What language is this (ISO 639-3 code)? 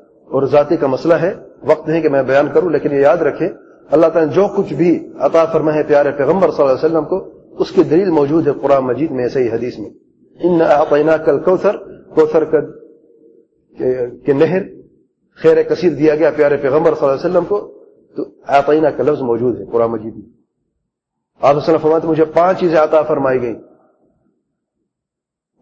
urd